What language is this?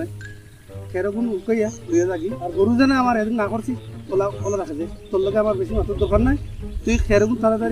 Sylheti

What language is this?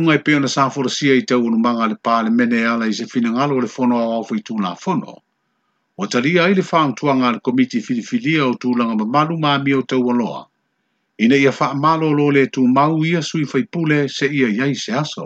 Samoan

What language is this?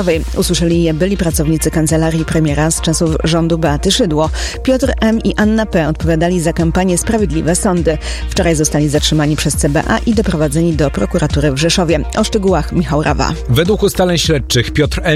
Polish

